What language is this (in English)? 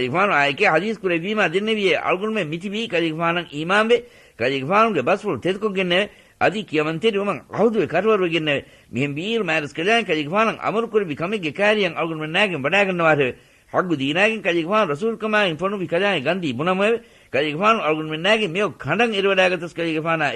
Divehi